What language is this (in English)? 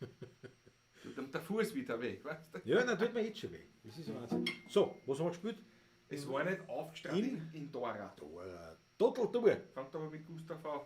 Bavarian